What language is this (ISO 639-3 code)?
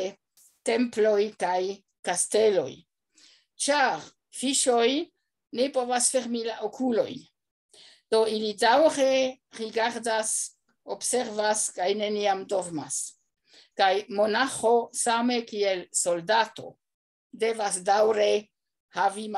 epo